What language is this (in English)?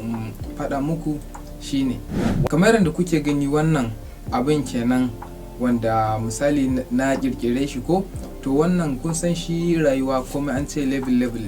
Hausa